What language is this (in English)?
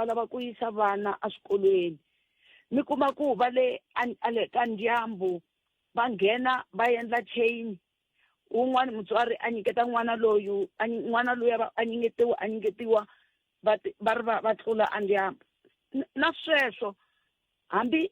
Tsonga